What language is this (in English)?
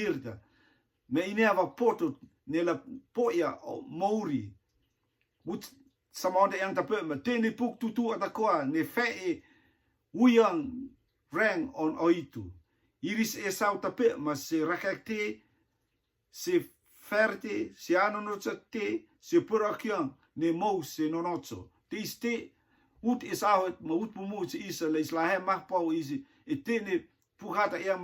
Rotuman